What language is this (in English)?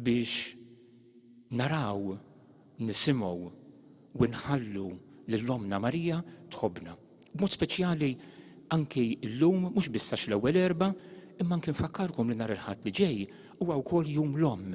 Maltese